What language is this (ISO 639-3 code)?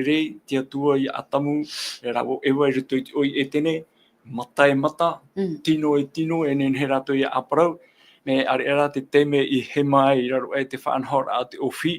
tah